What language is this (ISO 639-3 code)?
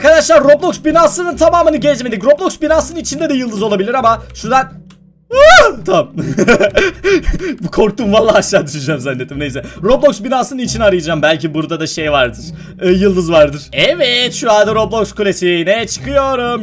tur